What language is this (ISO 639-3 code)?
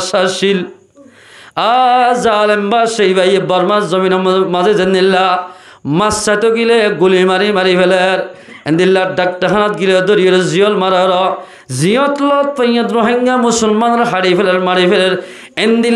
rhg